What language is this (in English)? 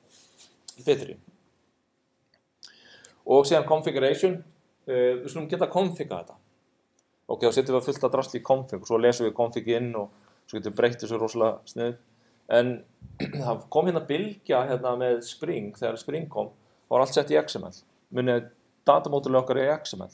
Icelandic